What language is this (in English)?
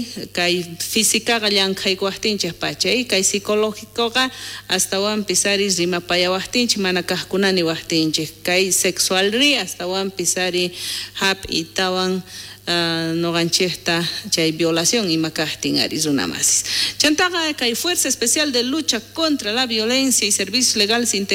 South Bolivian Quechua